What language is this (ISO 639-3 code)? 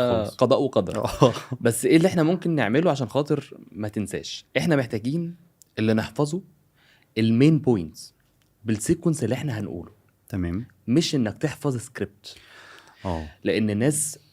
arz